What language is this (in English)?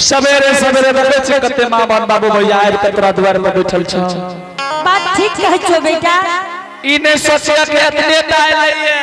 Angika